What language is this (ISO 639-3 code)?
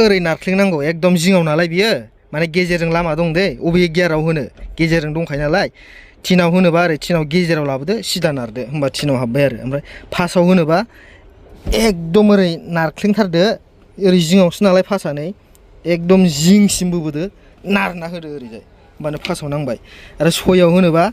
brx